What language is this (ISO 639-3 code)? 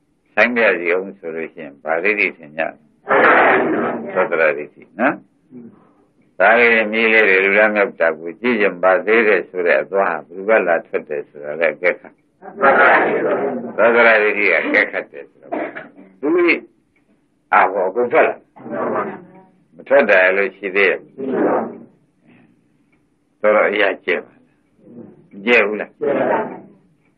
mya